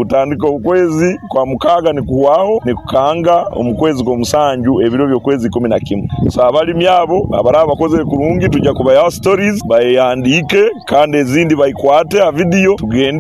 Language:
Nyoro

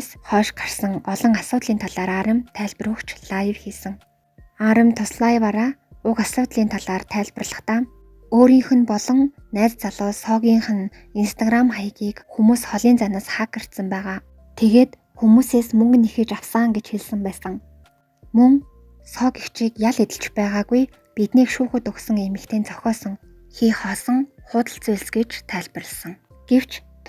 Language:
Mongolian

